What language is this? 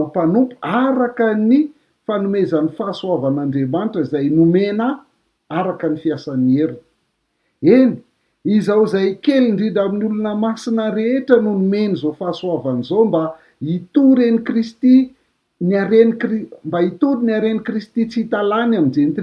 Malagasy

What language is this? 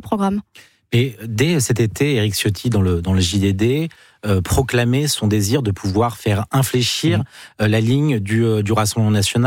French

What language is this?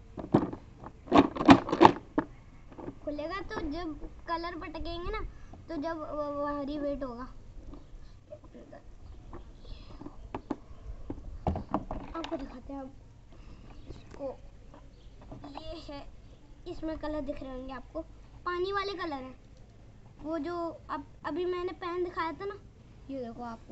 Hindi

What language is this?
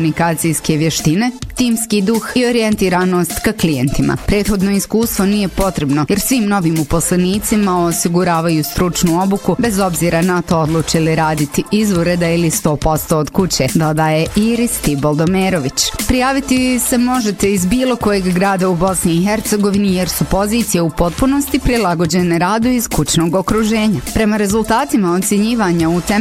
Bosnian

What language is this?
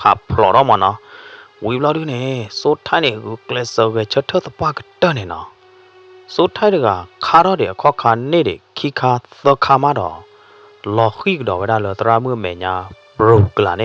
S'gaw Karen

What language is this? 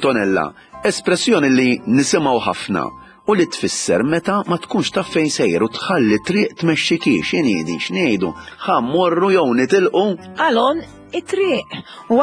Maltese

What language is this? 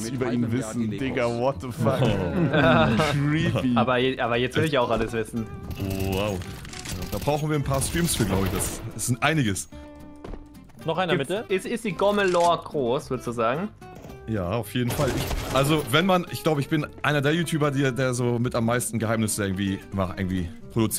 German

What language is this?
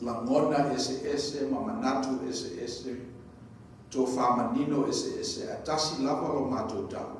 Samoan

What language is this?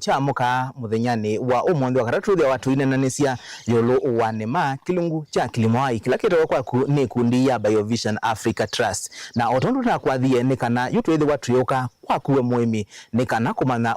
Kamba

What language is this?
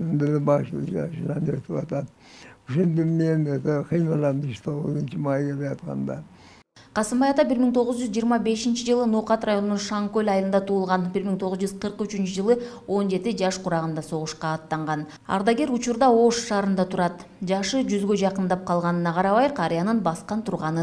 Kyrgyz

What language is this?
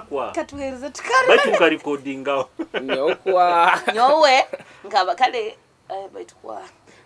Nyoro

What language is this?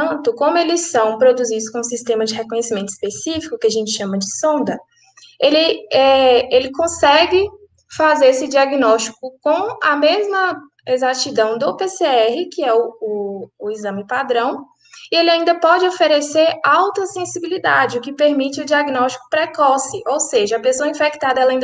Portuguese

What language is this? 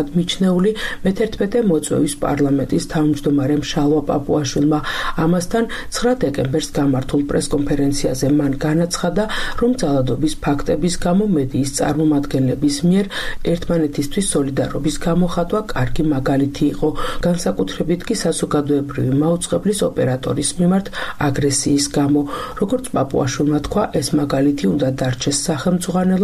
Georgian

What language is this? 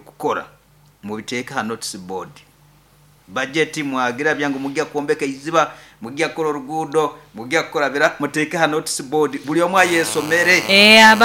Nyoro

